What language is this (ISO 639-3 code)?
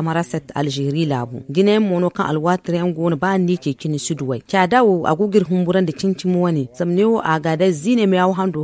dje